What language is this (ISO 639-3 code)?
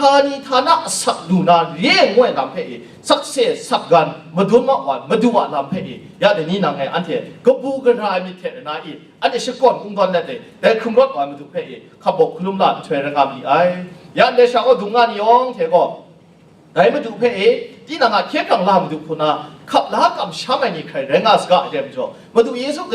kac